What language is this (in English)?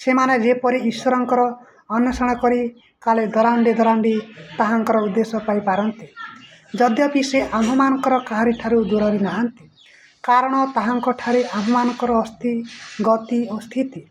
Odia